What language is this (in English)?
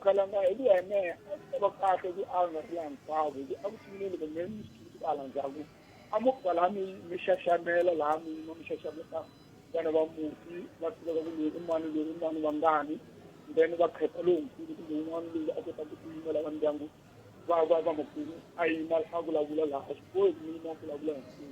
Tsonga